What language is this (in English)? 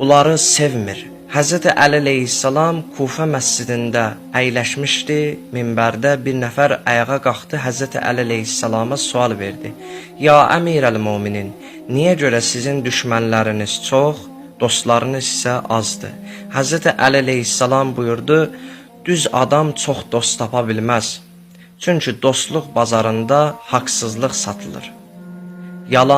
Azerbaijani